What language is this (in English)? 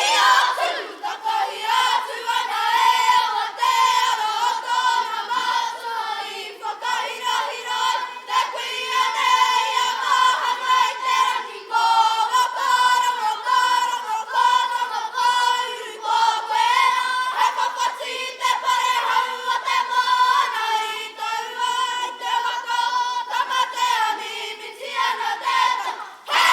Māori